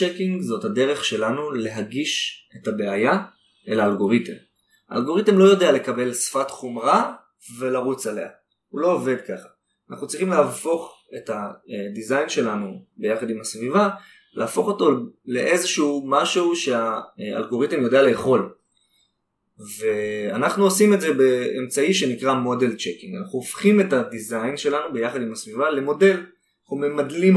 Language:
Hebrew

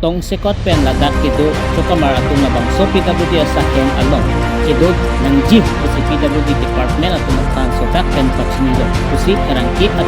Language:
Karbi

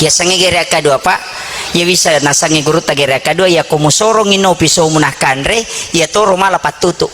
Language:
Buginese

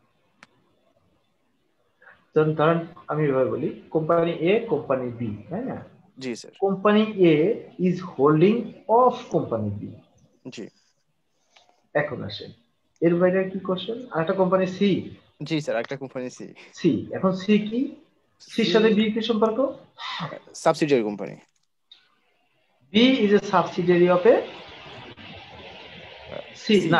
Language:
Bangla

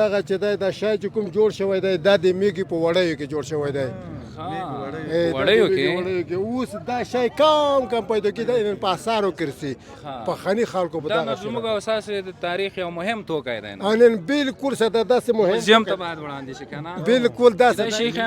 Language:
Pashto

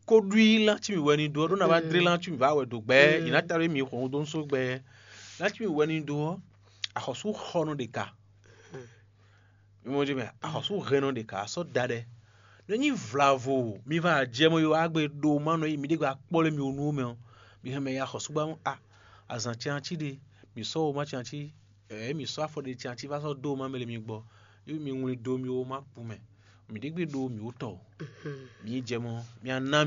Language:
Fon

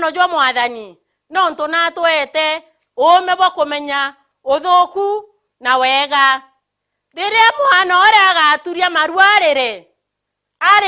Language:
Meru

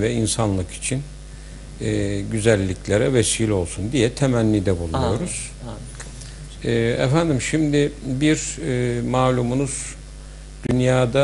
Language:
Turkish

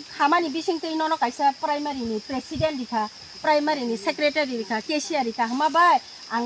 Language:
Kok Borok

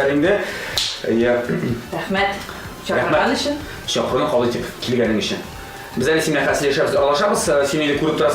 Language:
Tatar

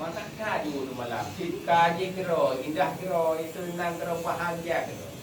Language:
Achinese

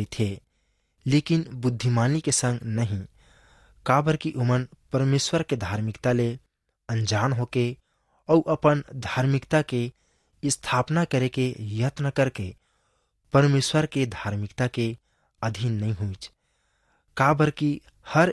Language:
Chhattisgarhi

